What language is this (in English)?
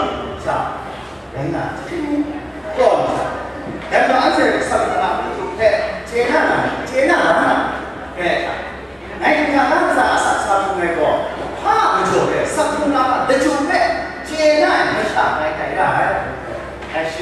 Kachin